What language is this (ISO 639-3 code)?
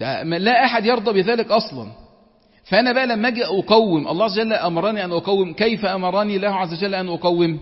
arz